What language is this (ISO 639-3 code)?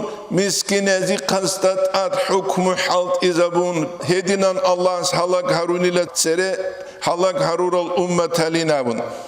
ava